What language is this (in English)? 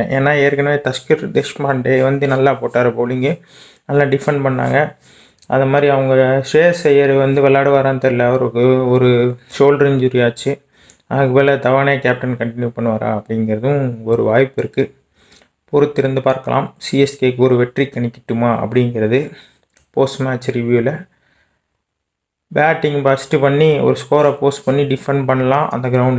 Tamil